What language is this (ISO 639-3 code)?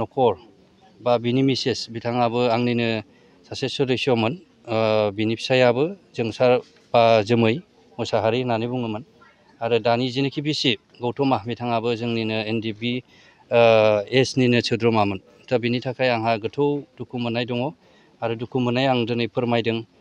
brx